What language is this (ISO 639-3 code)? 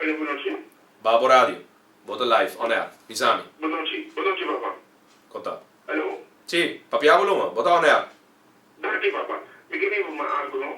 pap